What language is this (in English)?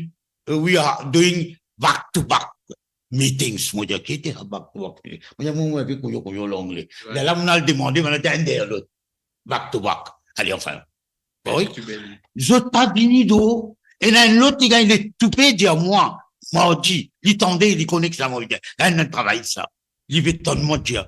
Morisyen